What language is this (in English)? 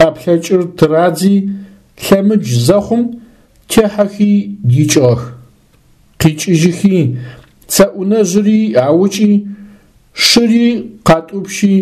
Adyghe